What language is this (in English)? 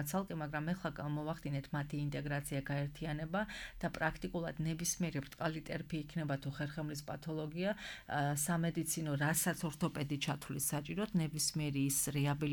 Georgian